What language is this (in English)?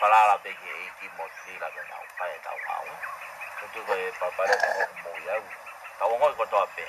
Tongan